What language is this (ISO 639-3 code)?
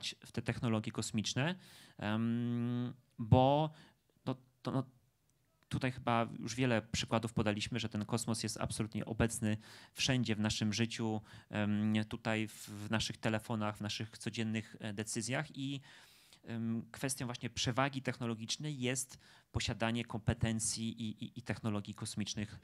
pol